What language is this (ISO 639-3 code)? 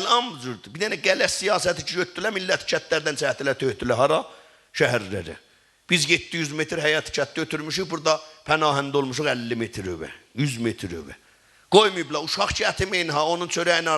azb